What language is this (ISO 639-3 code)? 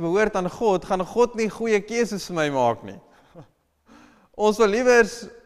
afr